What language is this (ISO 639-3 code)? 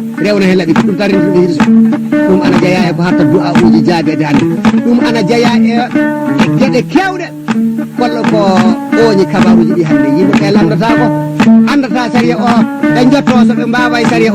ful